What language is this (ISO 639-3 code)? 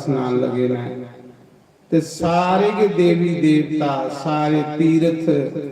doi